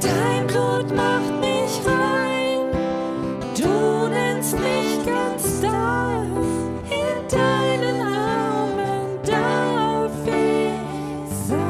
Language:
Swiss German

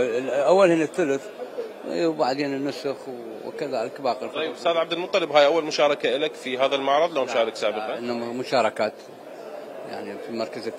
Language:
Mesopotamian Arabic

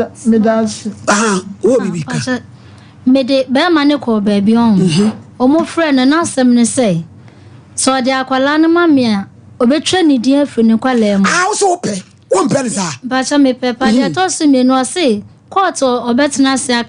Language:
Akan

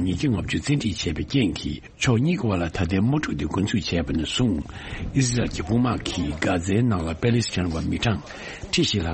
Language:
Tibetan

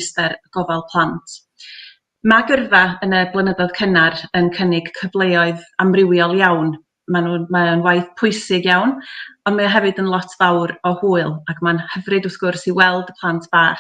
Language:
Welsh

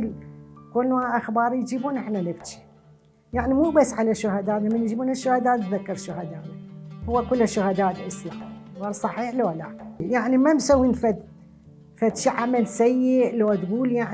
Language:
Mesopotamian Arabic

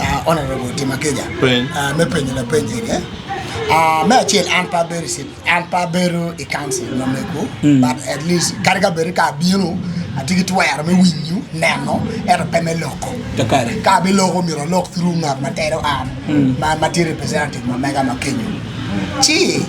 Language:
Acoli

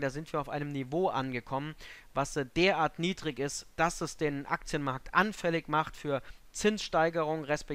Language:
German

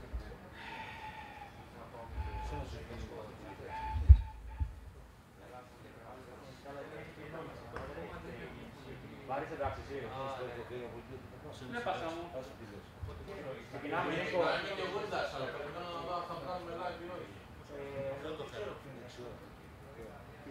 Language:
Greek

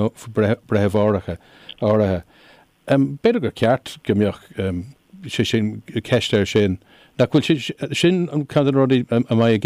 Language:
Irish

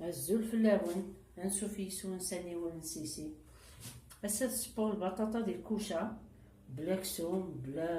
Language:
Kabyle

